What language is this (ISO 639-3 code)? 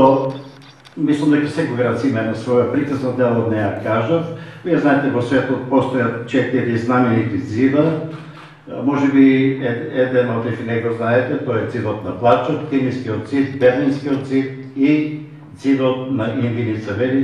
mkd